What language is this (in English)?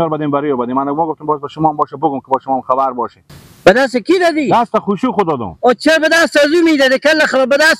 Persian